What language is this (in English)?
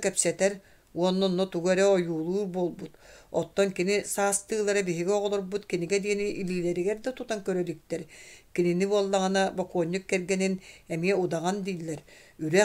Yakut